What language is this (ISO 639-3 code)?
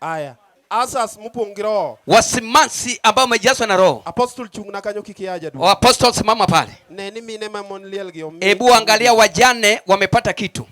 luo